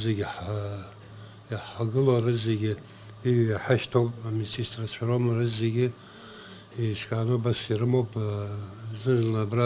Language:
Abkhazian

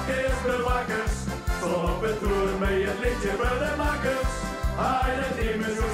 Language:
Limburgish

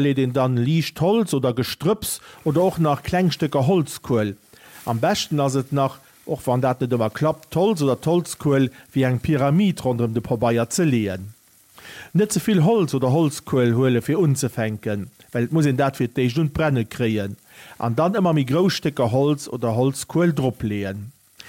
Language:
Luxembourgish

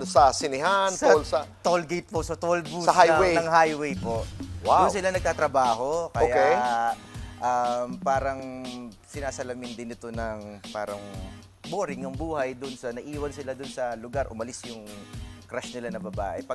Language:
Filipino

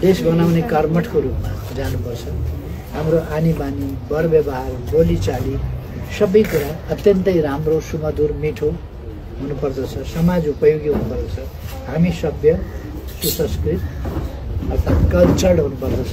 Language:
Nepali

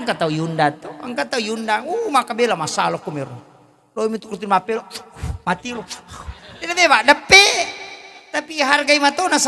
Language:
Buginese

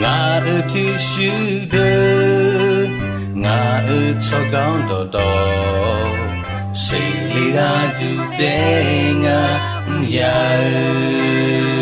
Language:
Akha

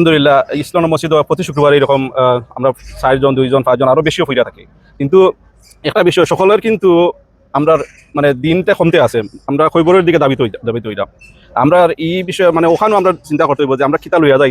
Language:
Sylheti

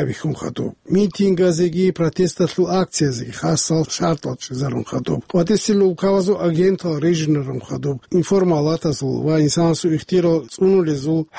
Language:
Avaric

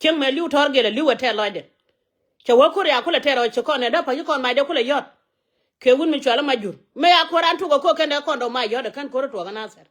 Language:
Nuer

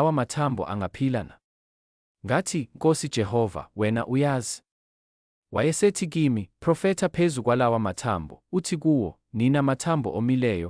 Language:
Zulu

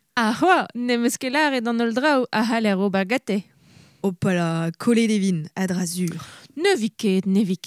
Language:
Breton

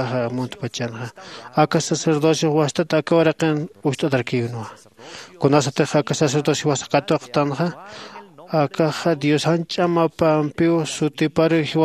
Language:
Aymara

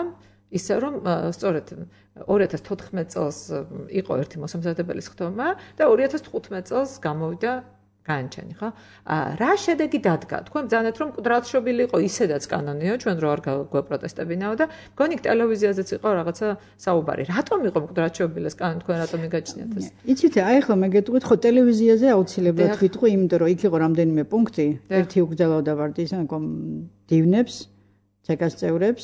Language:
Georgian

